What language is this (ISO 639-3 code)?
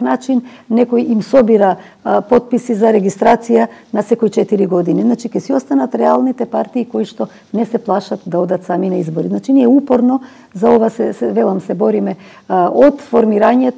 mkd